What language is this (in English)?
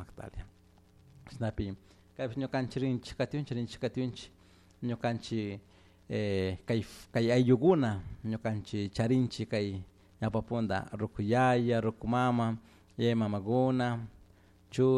Chimborazo Highland Quichua